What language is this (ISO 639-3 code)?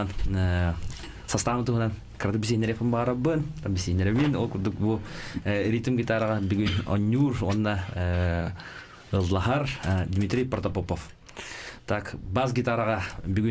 sah